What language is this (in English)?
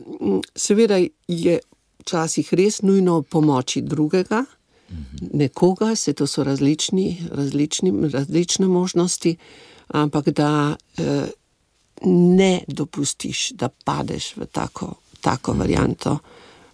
Slovenian